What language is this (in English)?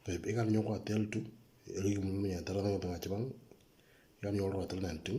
Moro